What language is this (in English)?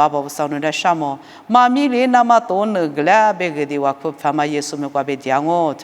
Lisu